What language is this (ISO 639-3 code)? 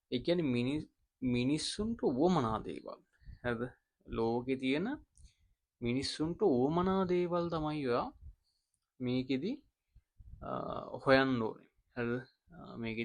sin